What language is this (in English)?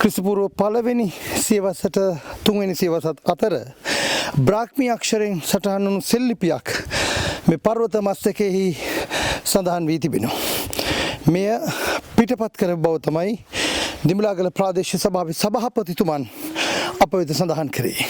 Sinhala